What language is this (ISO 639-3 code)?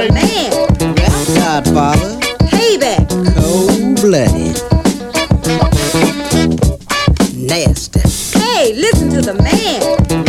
eng